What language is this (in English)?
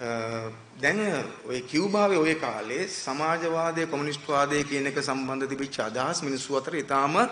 Sinhala